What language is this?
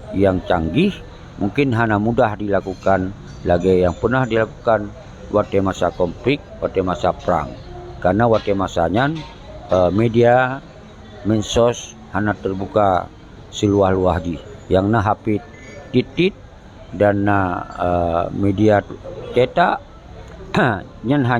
Achinese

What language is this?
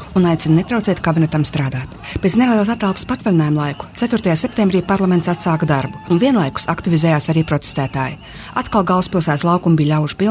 Latvian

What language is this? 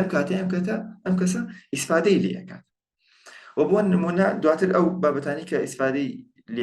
Central Kurdish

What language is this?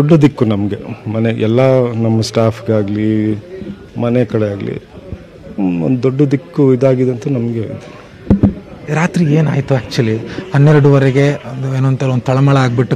Kannada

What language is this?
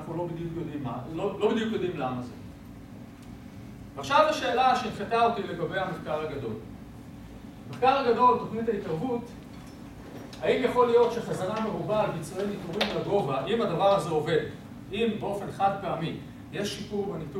Hebrew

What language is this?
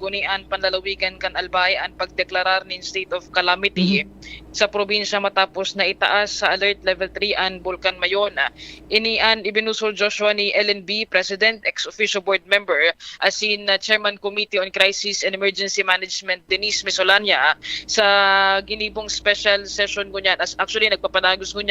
Bikol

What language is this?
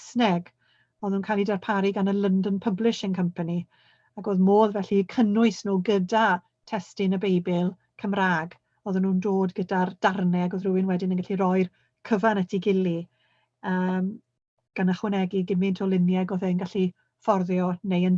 Welsh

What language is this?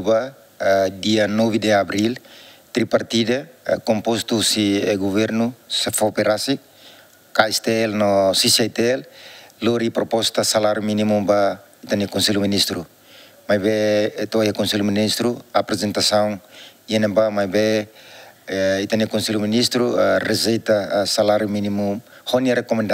Tetum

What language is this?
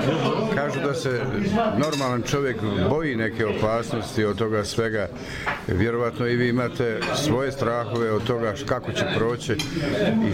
Bosnian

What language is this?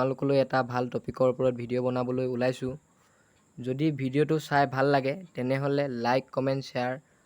Assamese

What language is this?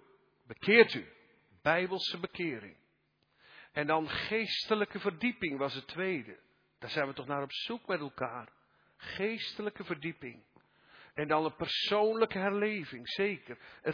Dutch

